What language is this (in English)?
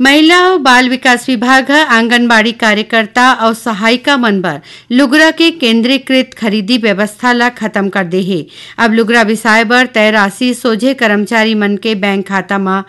Chhattisgarhi